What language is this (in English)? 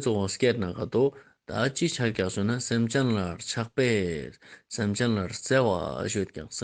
Ladakhi